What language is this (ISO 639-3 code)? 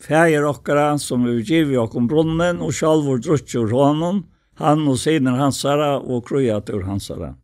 fao